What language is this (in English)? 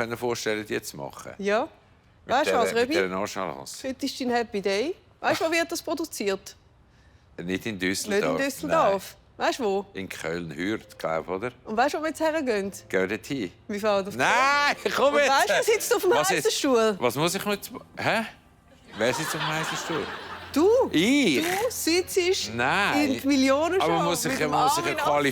Swiss German